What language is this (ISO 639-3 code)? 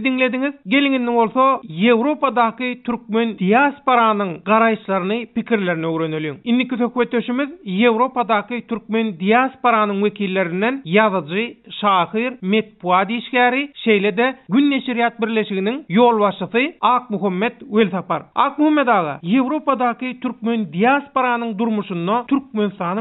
tuk